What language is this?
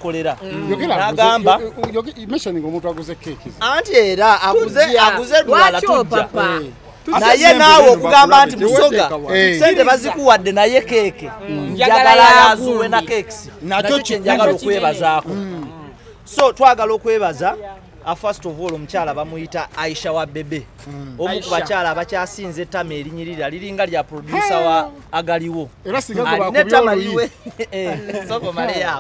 Ganda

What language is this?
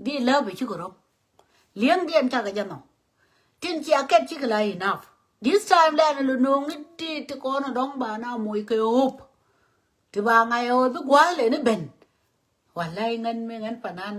Nuer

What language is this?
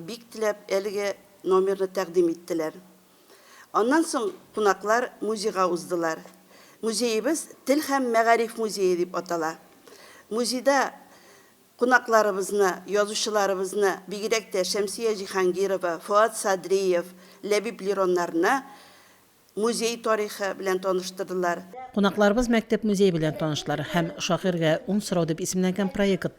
Tatar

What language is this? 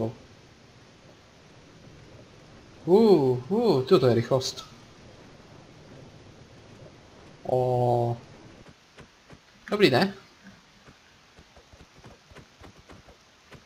Czech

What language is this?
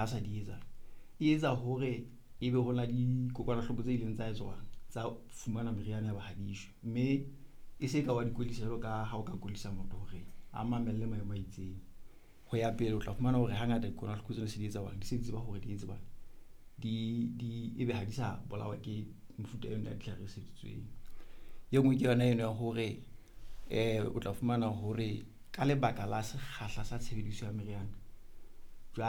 Southern Sotho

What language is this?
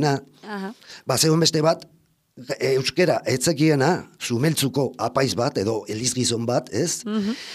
Basque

